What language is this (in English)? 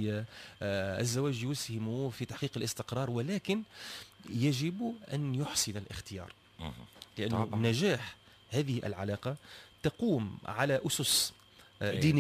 Tunisian Arabic